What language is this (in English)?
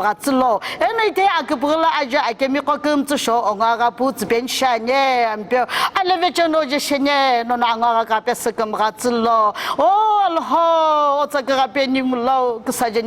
Sumi Naga